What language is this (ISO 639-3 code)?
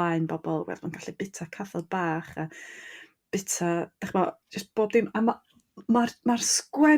cym